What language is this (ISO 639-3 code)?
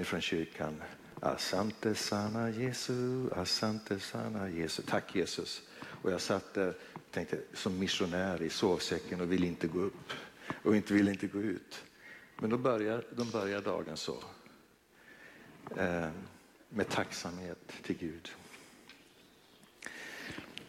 swe